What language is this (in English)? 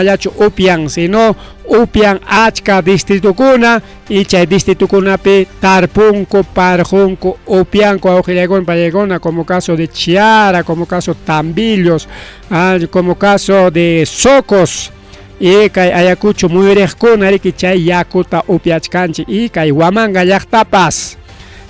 Ayacucho Quechua